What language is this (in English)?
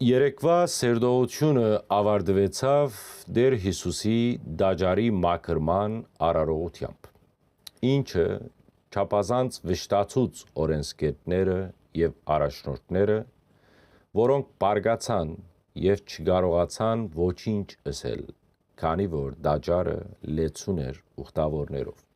Western Armenian